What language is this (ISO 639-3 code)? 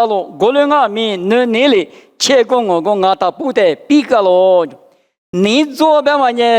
lis